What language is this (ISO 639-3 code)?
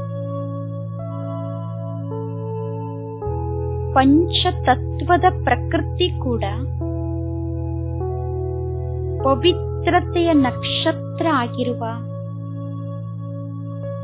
kan